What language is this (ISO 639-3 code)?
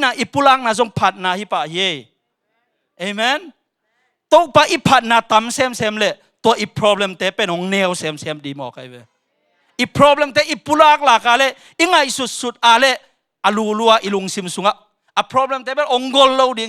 ctd